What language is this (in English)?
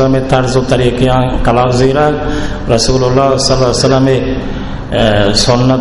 Baluchi